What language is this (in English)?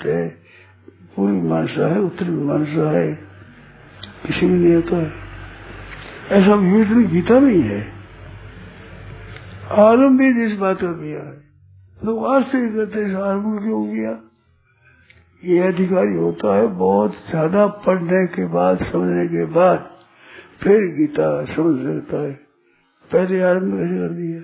Hindi